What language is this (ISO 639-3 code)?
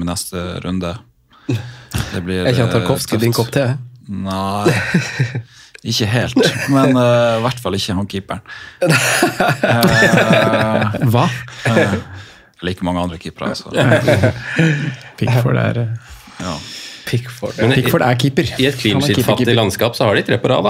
nor